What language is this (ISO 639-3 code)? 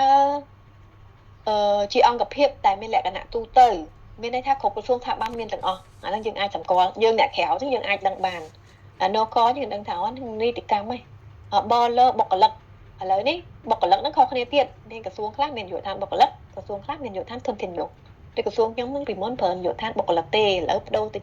khm